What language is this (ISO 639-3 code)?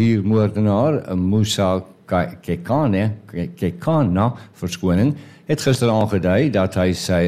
afr